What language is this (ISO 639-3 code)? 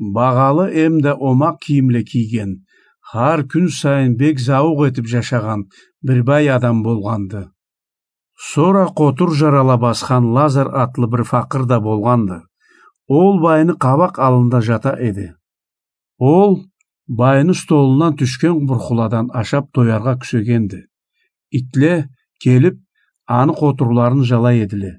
krc